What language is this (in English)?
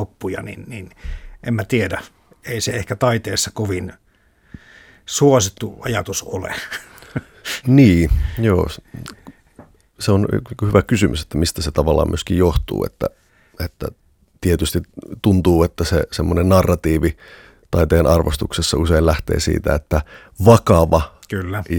Finnish